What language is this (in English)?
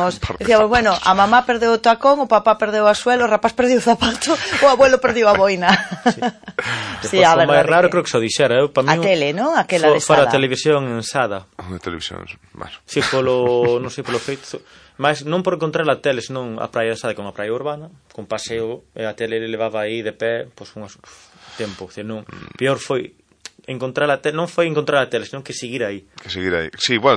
Galician